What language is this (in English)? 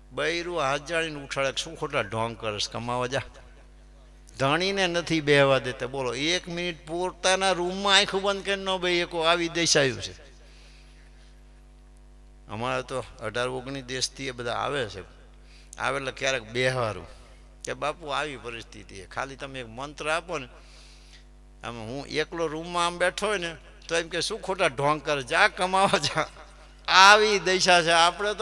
Gujarati